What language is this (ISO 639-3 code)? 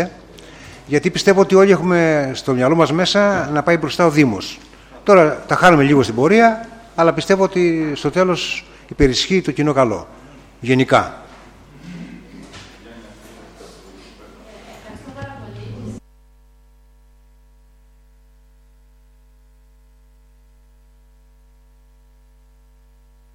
ell